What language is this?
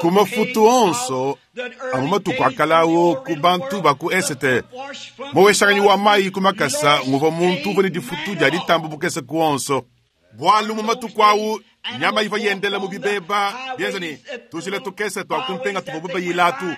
Luba-Lulua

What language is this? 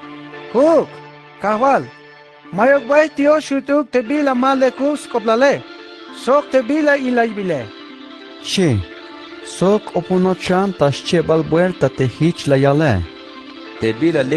Tzeltal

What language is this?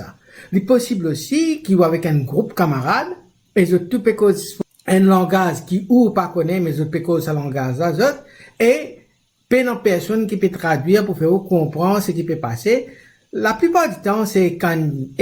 Morisyen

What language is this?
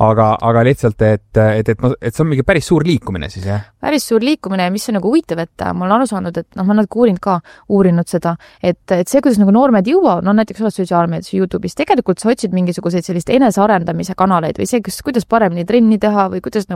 Estonian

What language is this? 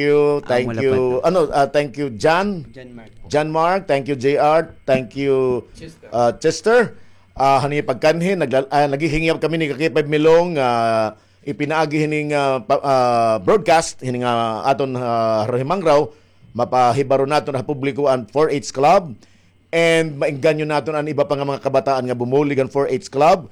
Waray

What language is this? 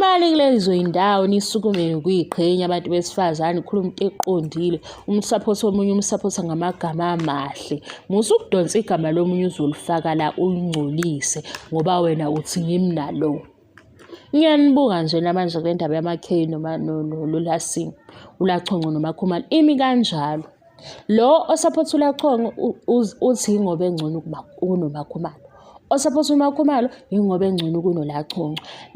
Zulu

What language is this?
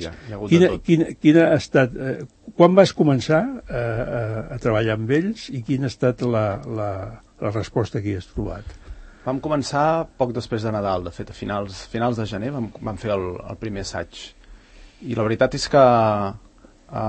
Catalan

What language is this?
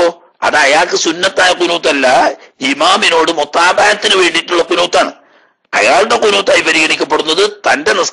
Malayalam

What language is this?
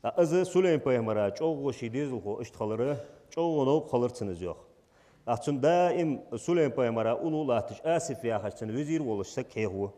Ingush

